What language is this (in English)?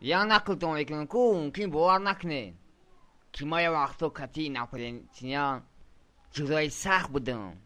Tajik